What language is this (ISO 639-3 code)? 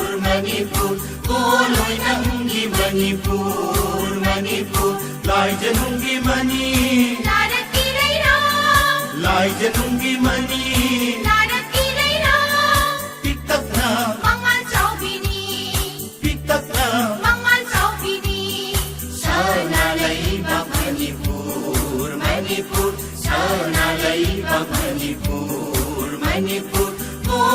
mni